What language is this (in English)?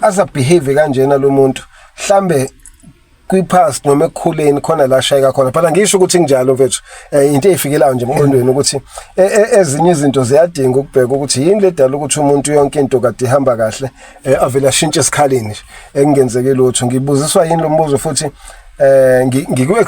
Zulu